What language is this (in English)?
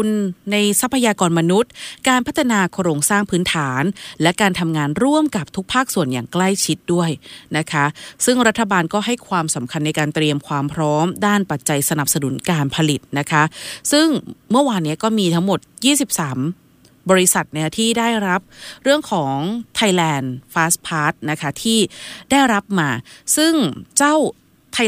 Thai